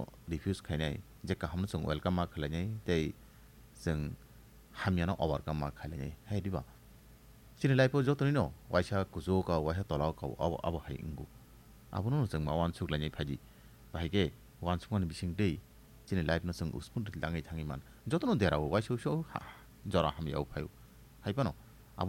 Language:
Kok Borok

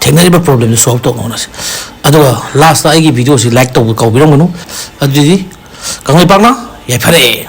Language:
Manipuri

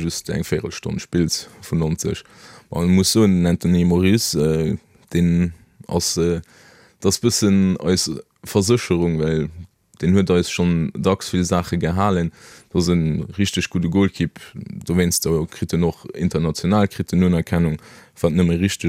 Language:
Luxembourgish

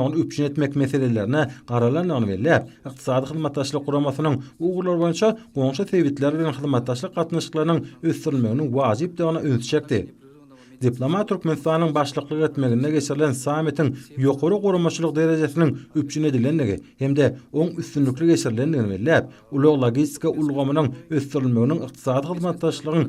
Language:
Turkmen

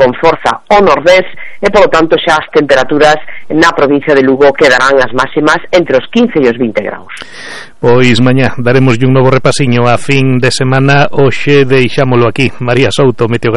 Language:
Galician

